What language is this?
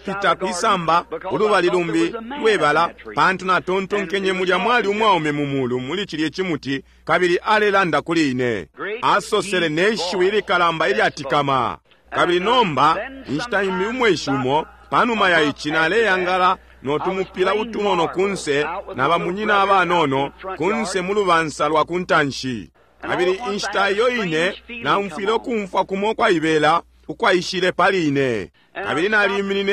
Bemba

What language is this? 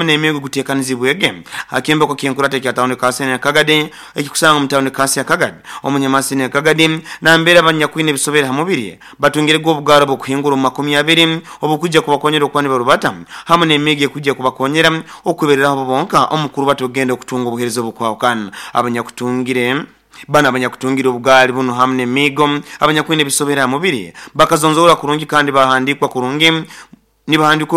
Nyoro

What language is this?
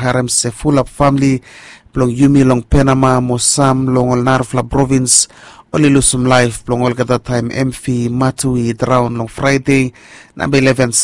Bislama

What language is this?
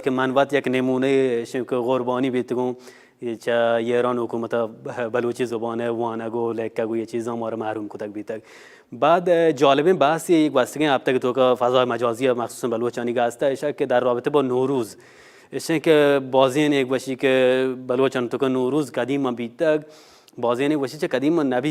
Baluchi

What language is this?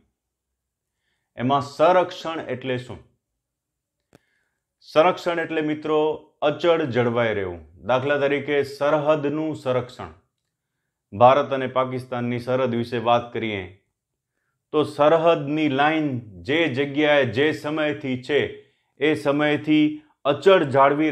Gujarati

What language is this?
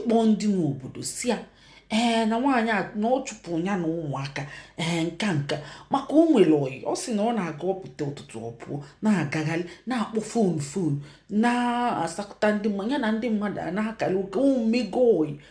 Igbo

